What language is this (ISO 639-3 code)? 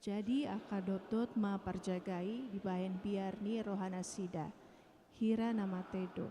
bbc